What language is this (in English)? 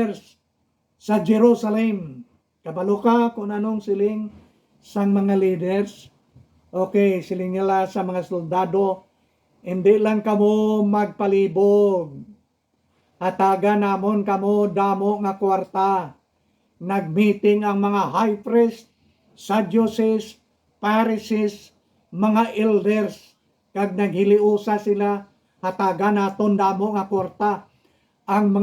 Hiligaynon